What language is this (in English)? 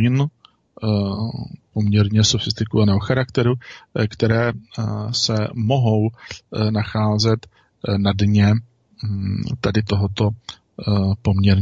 Czech